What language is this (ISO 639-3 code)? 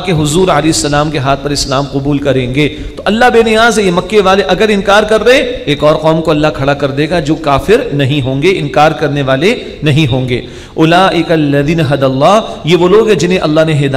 urd